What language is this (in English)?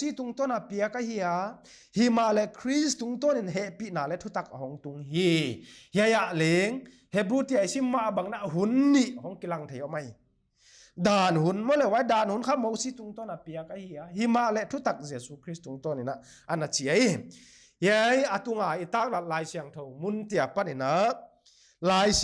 Paite Chin